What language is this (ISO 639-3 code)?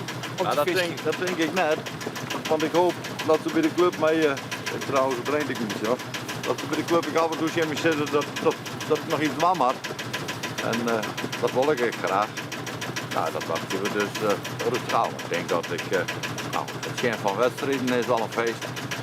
fry